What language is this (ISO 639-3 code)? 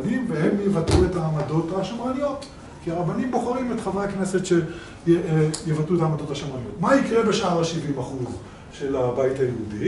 heb